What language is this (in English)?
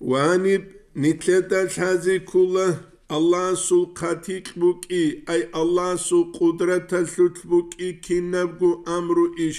Avaric